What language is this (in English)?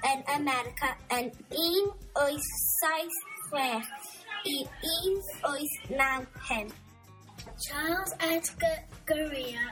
Welsh